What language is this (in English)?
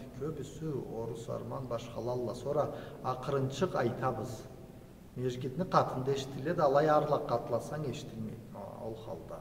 Karachay-Balkar